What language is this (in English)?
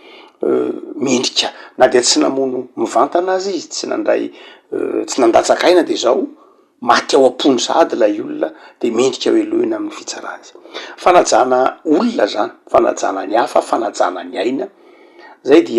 Malagasy